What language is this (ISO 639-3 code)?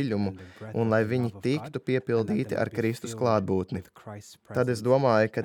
lav